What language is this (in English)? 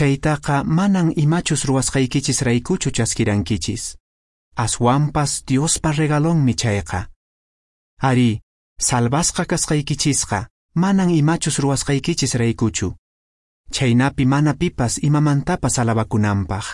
Quechua